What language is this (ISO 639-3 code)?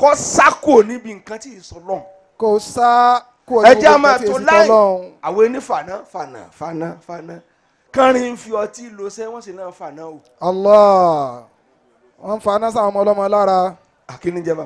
yor